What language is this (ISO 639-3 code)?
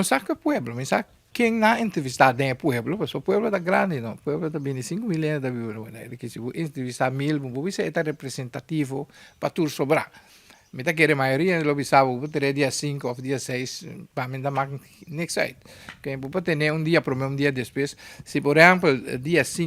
pap